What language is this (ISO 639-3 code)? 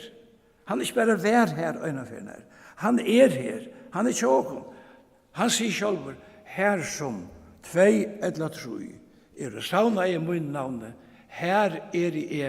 fao